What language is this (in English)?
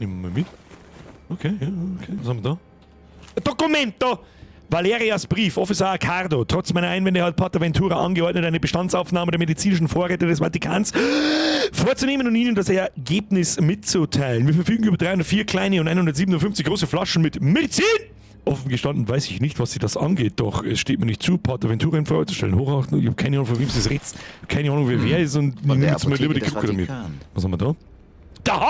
Bavarian